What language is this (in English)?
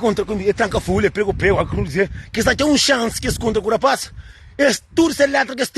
Kabuverdianu